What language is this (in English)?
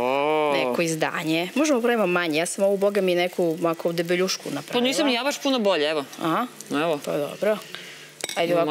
Serbian